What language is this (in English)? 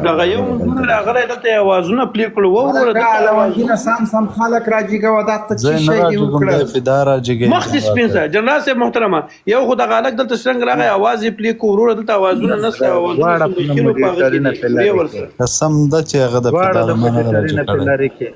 Pashto